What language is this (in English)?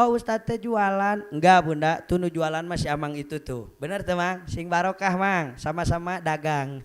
Sundanese